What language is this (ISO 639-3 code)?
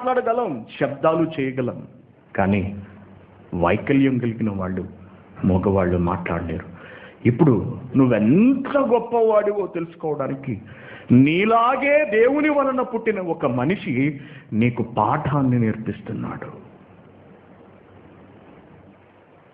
tel